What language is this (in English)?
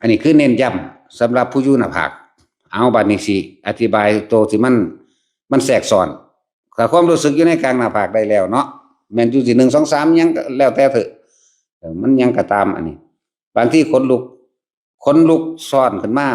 Northeastern Thai